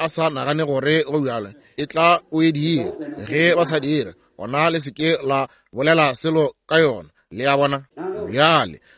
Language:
Northern Sotho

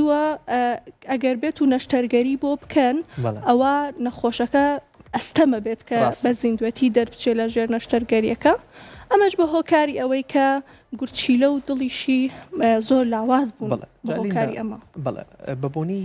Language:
Central Kurdish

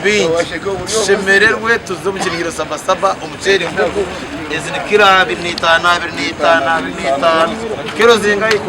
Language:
Nyankole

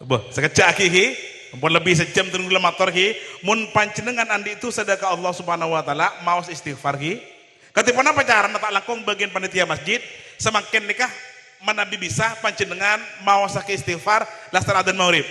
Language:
Madurese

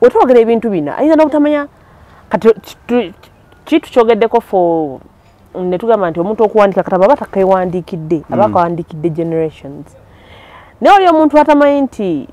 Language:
Ganda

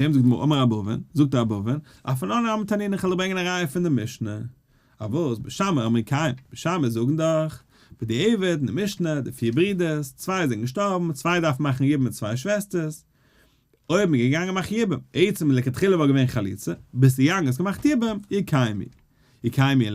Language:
Yiddish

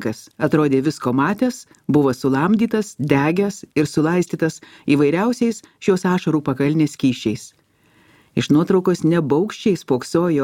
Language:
Lithuanian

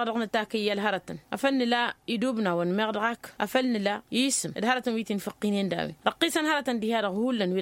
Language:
Tamasheq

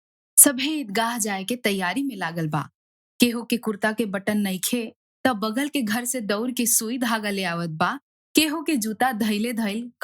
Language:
Bhojpuri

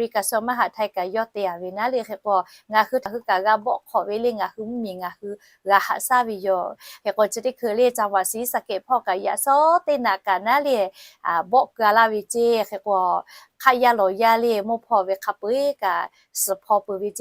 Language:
Lahu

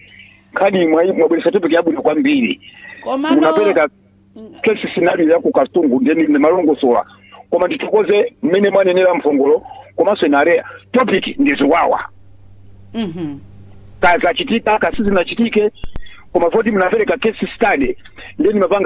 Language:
Nyanja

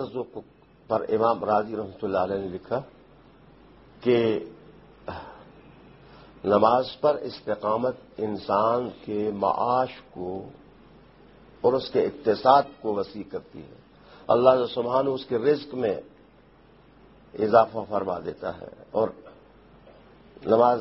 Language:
Urdu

